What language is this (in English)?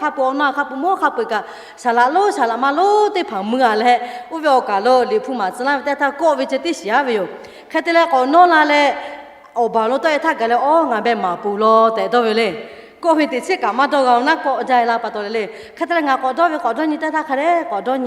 Lahu